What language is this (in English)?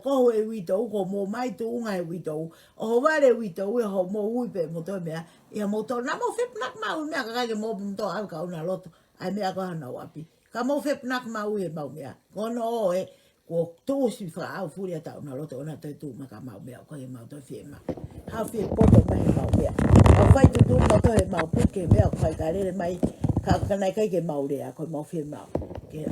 Tongan